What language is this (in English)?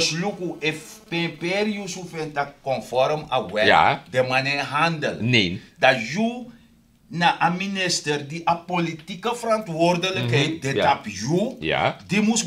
Sranan Tongo